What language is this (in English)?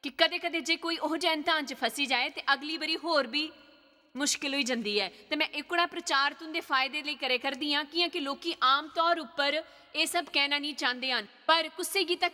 Dogri